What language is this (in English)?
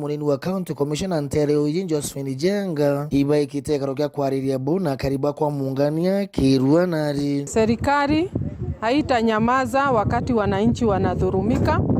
Meru